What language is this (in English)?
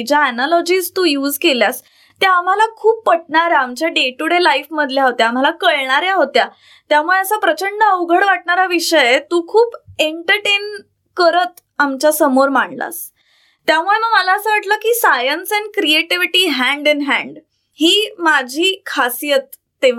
Marathi